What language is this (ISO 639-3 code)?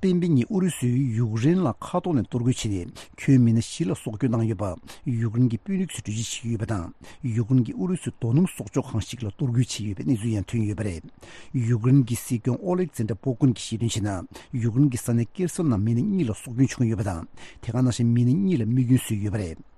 bod